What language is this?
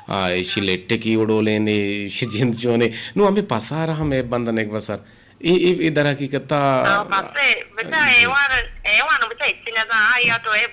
Eastern Balochi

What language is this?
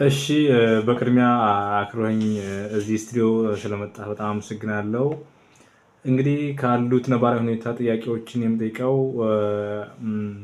Amharic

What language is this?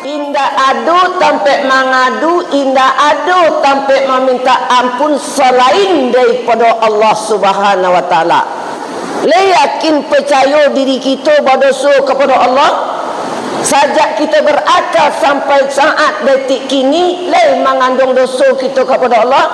Minangkabau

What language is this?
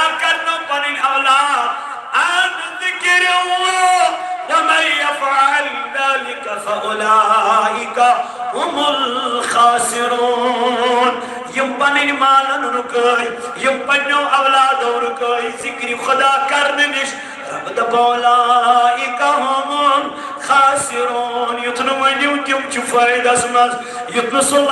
Kashmiri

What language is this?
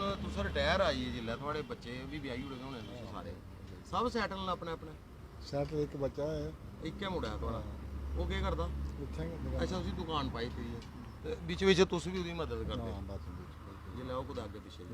Dogri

